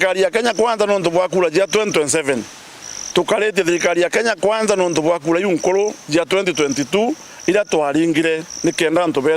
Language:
Meru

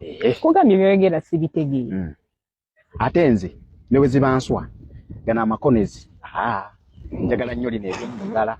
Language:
Ganda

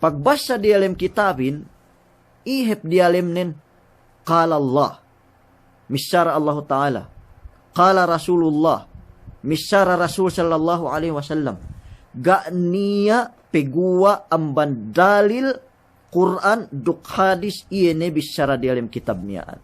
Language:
Yakan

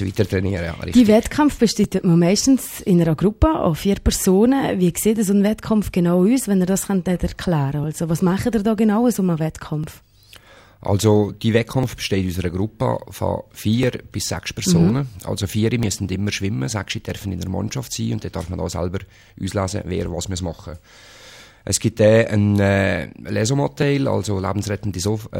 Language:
German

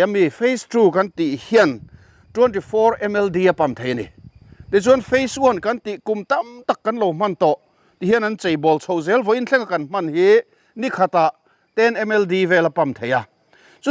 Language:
Mizo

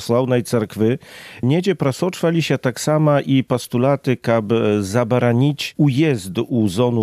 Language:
Belarusian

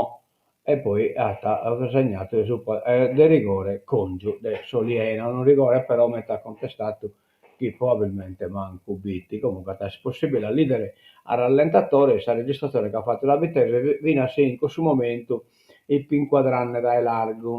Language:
Sardinian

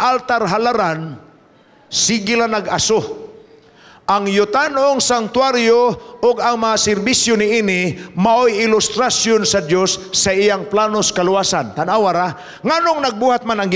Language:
Cebuano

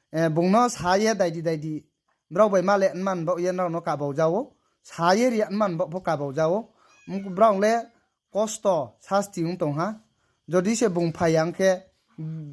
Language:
Riang (India)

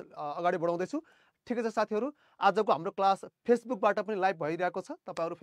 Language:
Nepali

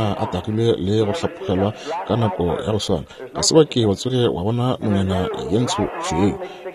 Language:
Northern Sotho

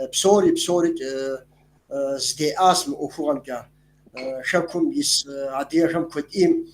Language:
Kabardian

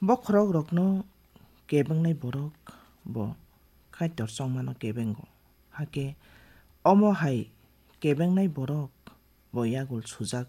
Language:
Kok Borok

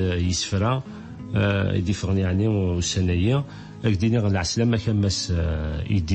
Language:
Kabyle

